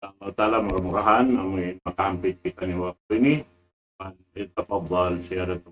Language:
Tausug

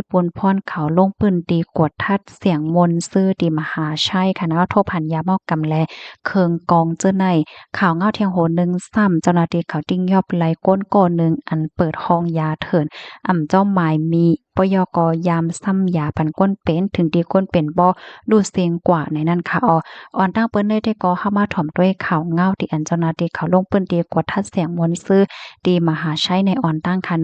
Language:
Shan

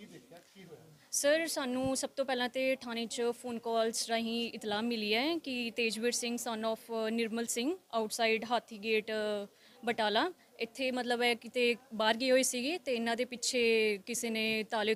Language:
Punjabi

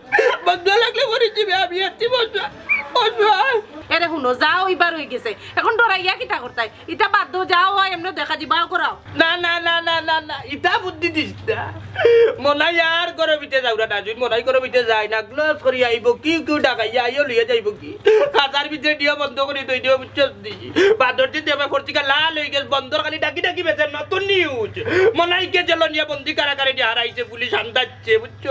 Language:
Sylheti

